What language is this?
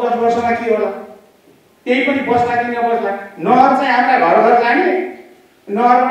Nepali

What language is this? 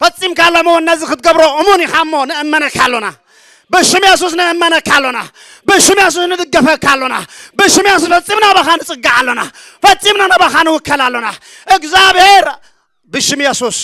Tigrinya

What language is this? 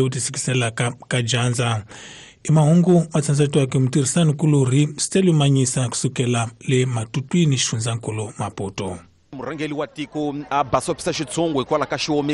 Tsonga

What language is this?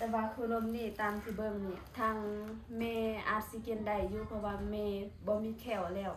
Lao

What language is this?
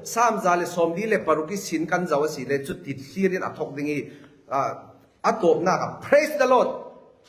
Falam Chin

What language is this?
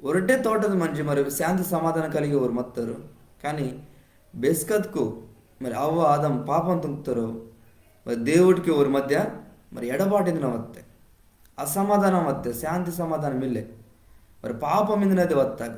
Koya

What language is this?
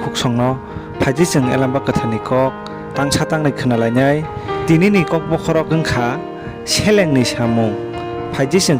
Kok Borok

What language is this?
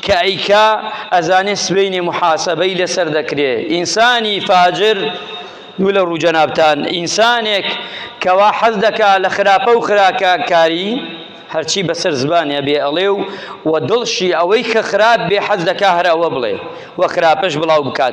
Central Kurdish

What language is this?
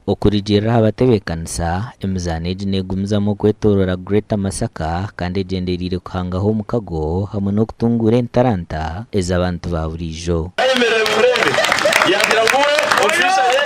Nyankole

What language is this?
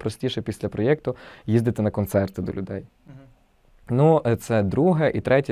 Ukrainian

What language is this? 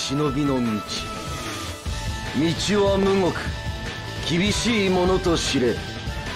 Japanese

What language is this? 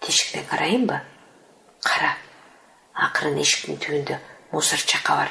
Kyrgyz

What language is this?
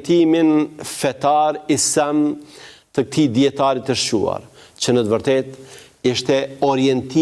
Albanian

